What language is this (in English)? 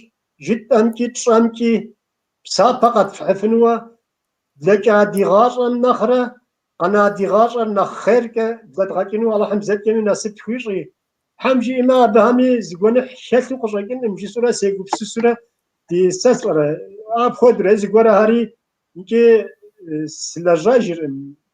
Kabardian